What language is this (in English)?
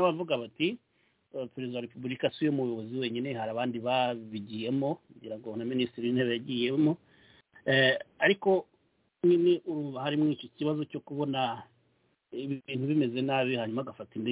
Kinyarwanda